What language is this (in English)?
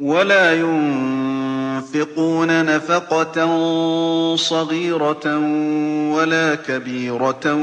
Galician